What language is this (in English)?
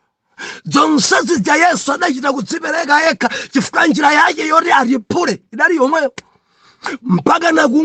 Nyanja